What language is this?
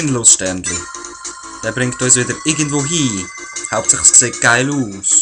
Swiss German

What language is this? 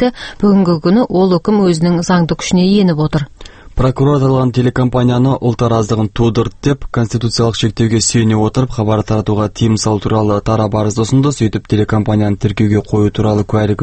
Kazakh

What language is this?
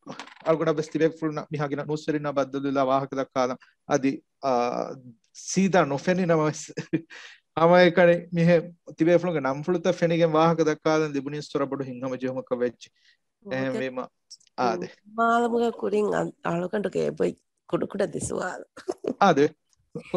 Divehi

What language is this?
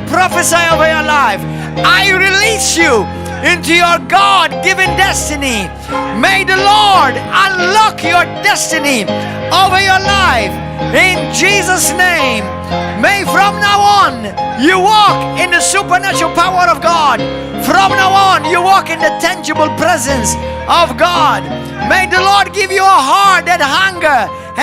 English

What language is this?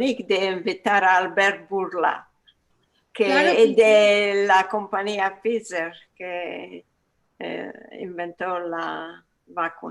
Ladino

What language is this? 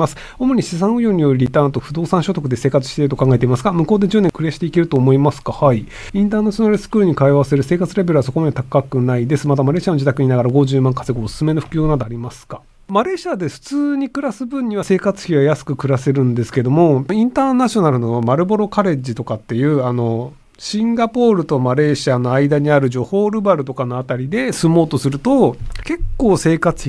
Japanese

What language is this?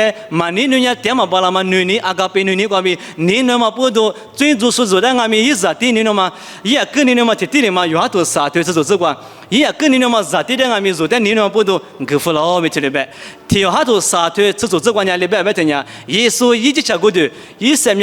Lisu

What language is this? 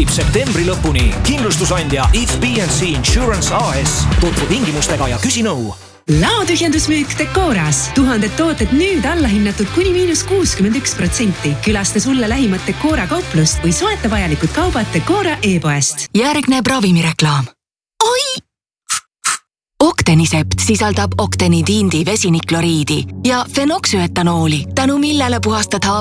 Estonian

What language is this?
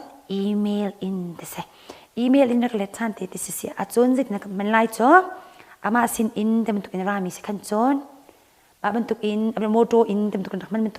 Hakha Chin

